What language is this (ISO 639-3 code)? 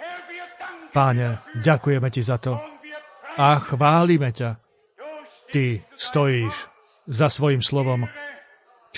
slk